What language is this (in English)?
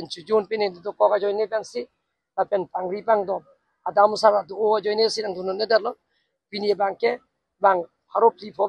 Karbi